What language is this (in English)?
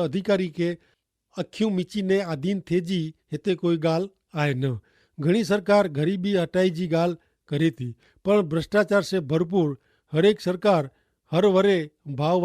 Kachhi